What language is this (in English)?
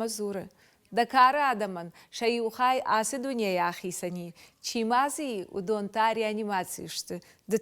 Ossetic